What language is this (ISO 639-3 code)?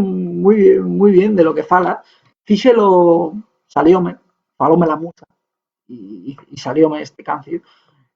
ast